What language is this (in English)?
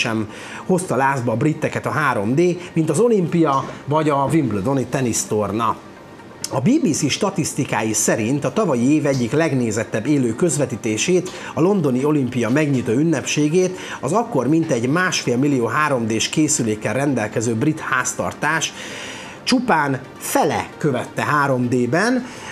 Hungarian